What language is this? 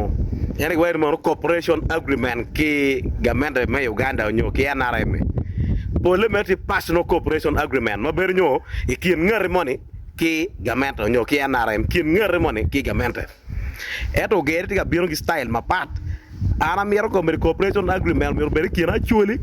Acoli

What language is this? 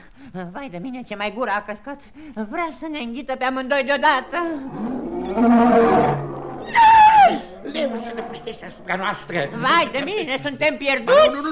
Romanian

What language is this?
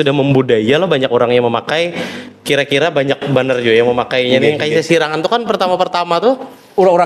Banjar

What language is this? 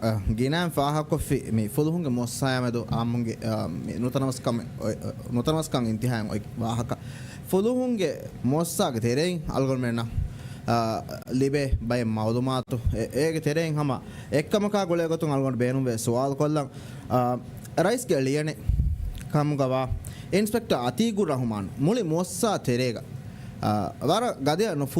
Divehi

